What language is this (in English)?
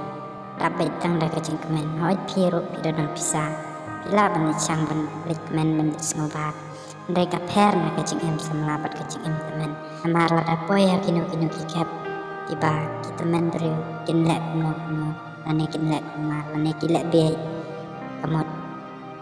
Khasi